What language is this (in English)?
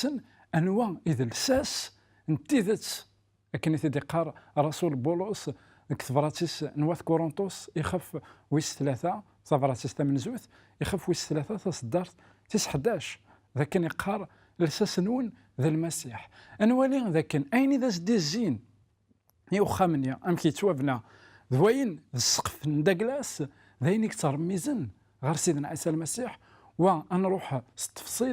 Kabyle